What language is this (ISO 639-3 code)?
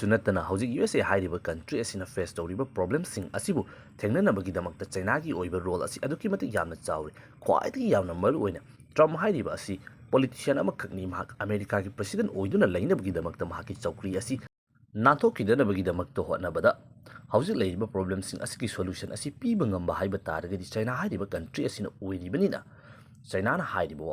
mni